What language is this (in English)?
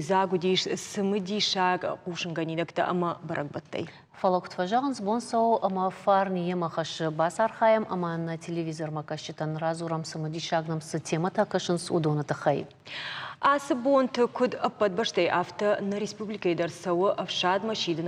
Ossetic